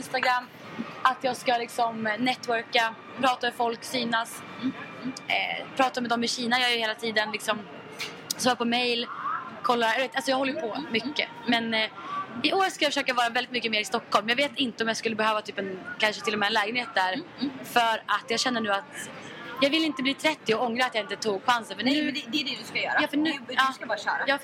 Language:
Swedish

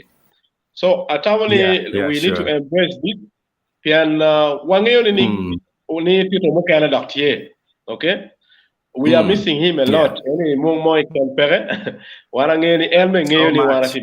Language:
Acoli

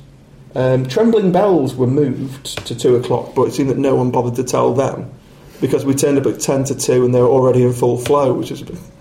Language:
English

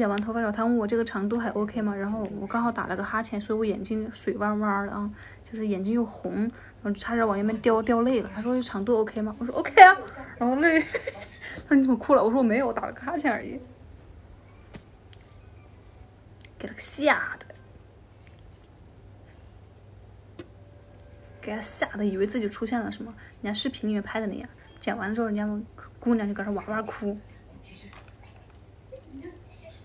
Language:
Chinese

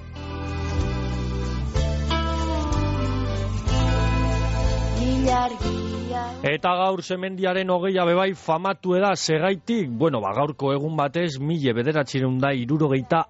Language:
Basque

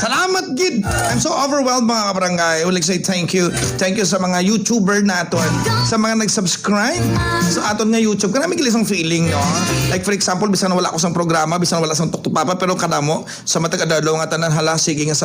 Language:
Hiligaynon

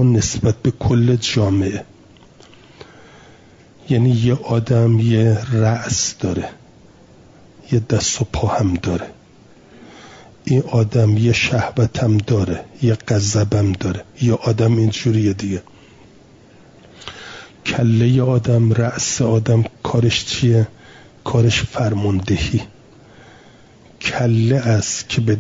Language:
Persian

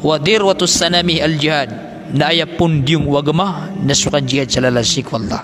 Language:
Maranao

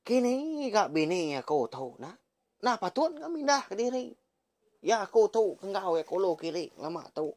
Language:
Iban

